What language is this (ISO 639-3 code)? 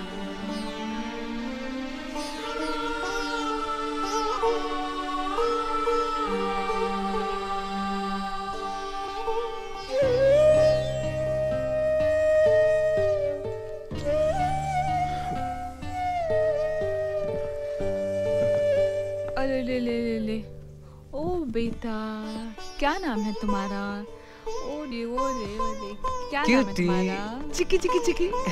hin